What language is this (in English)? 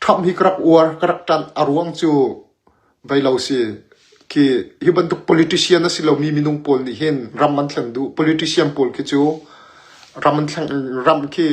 Hakha Chin